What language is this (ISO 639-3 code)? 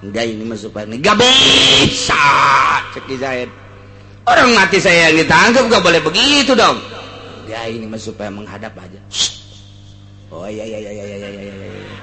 sun